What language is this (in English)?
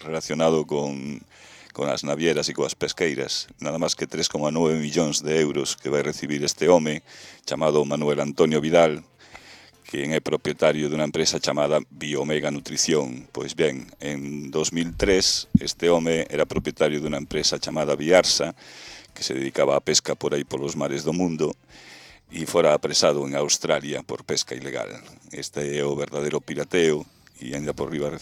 Galician